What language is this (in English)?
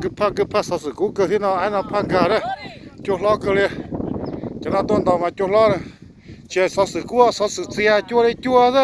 Hmong